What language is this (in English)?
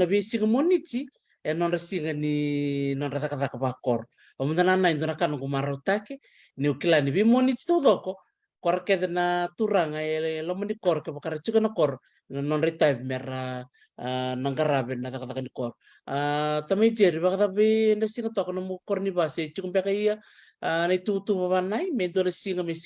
Fijian